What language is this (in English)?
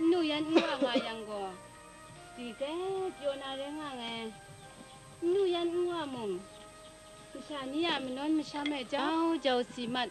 Kachin